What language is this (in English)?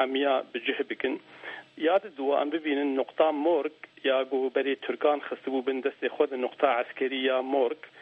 Kurdish